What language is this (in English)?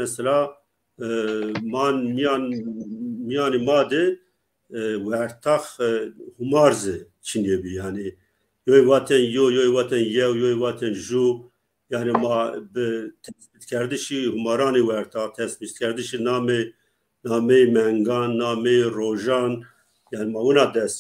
Zaza